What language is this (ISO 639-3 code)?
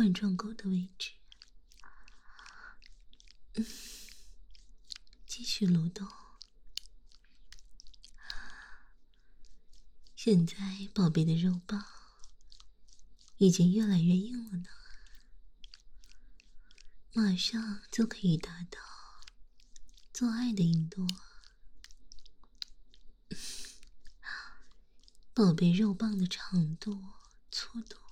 zho